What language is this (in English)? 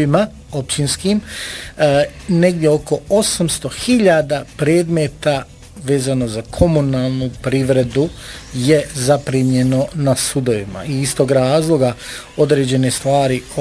Bosnian